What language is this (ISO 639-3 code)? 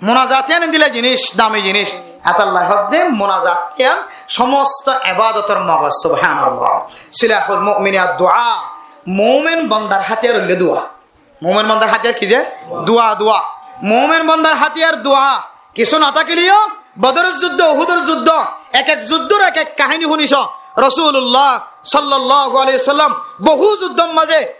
rhg